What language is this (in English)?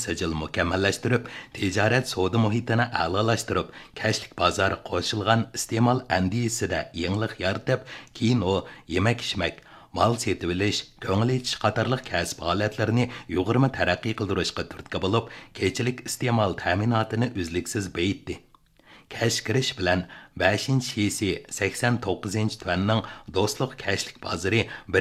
Uyghur